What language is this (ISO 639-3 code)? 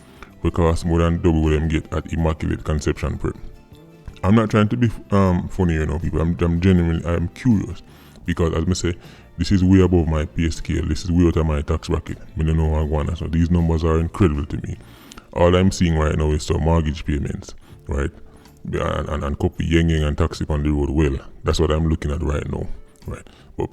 jam